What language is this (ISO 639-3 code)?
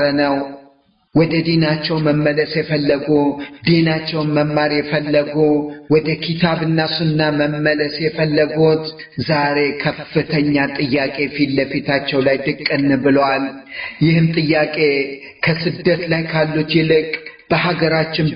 amh